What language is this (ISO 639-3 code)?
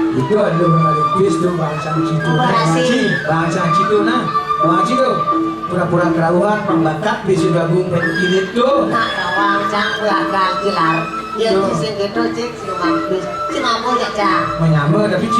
ban